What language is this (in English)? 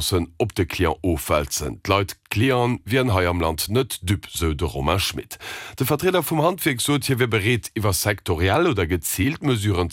Luxembourgish